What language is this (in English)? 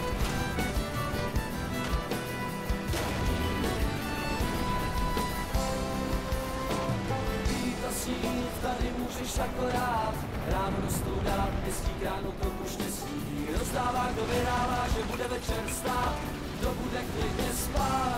Czech